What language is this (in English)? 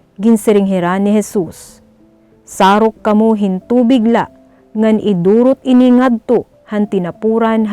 Waray